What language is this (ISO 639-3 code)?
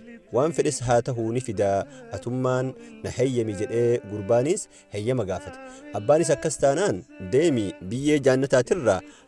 orm